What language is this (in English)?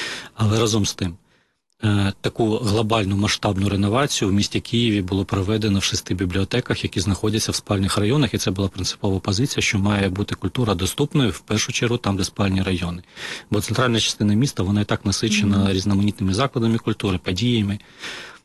Ukrainian